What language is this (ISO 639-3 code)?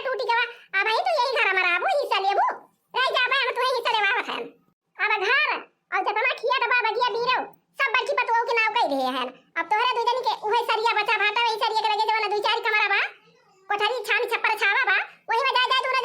awa